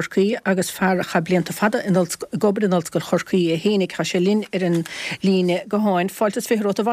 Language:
Irish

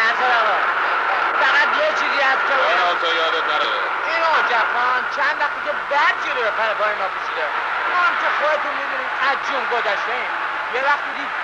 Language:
Persian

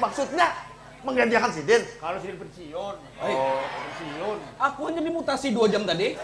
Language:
Banjar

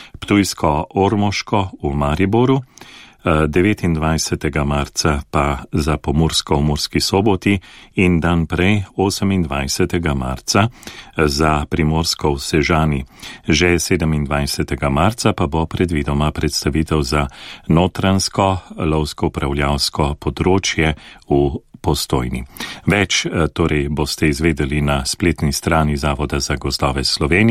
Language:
Slovenian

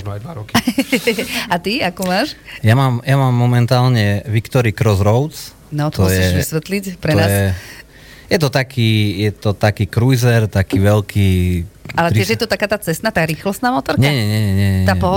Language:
Slovak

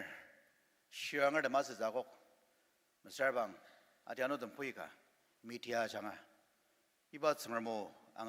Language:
Ao Naga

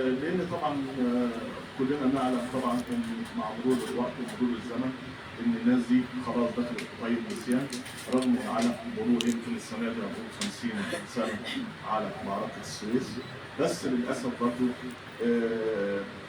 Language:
Egyptian Arabic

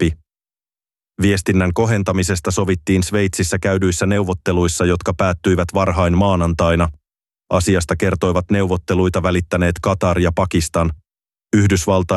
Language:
Finnish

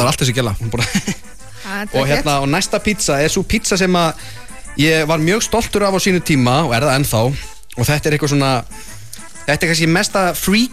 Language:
Icelandic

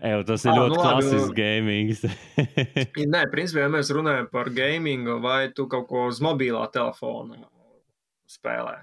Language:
Latvian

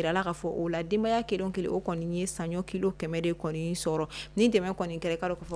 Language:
Bambara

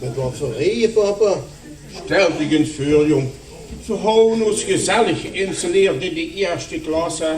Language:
Limburgish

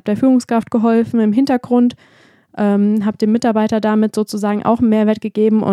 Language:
German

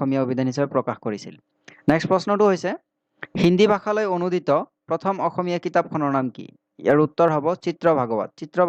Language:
Assamese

